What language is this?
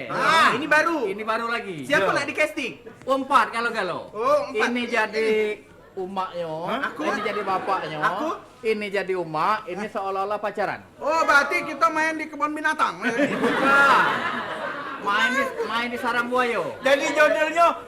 Musi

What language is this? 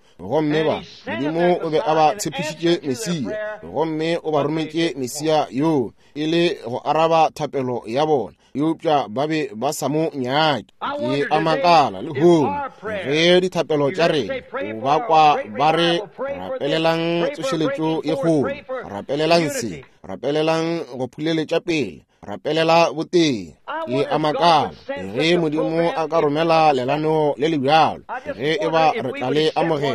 Northern Sotho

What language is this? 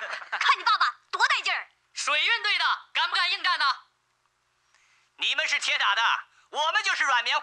Chinese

